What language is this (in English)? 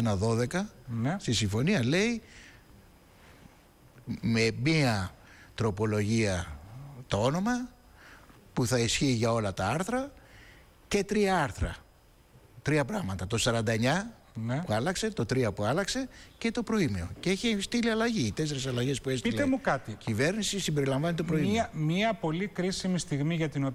Greek